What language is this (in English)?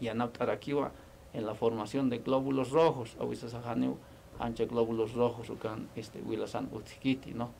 Aymara